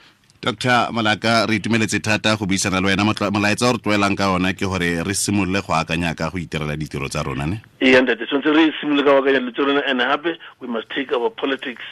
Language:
Tswana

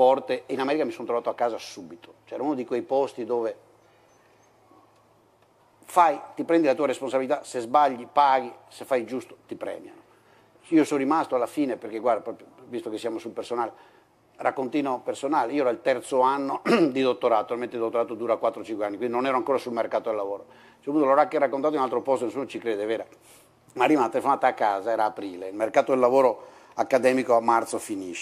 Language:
Italian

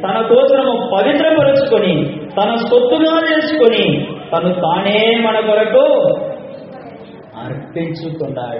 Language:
Telugu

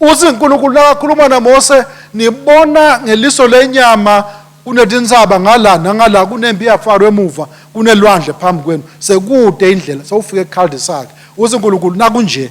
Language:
Swati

